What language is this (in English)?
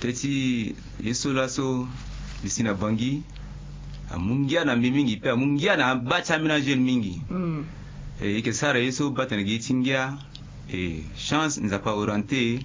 Sango